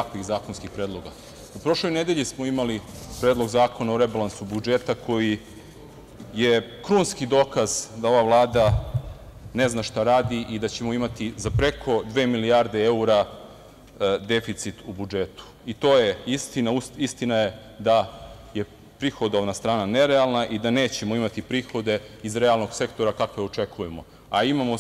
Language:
Serbian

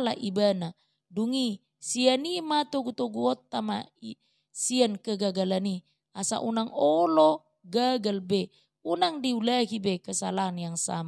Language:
Batak Toba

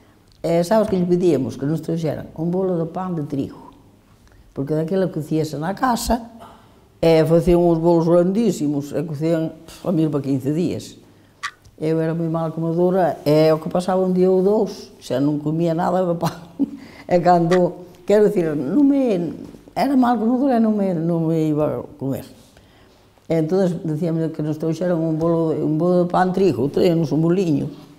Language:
Galician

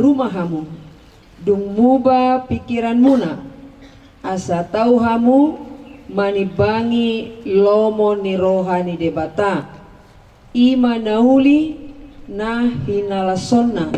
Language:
Batak Toba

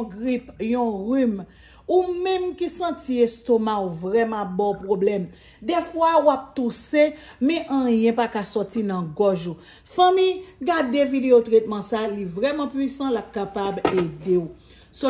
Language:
Haitian Creole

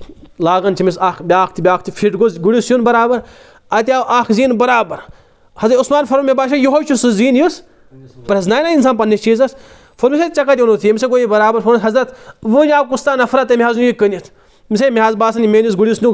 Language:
Kashmiri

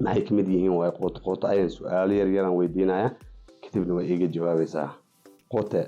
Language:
Somali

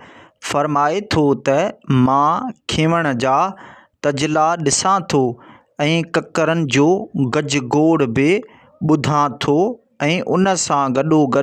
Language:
Sindhi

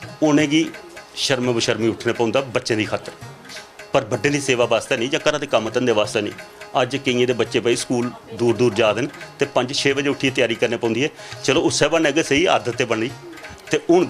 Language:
Dogri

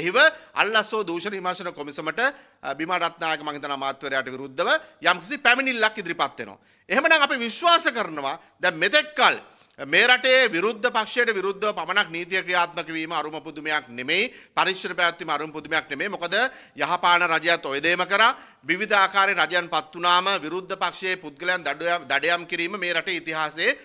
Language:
Sinhala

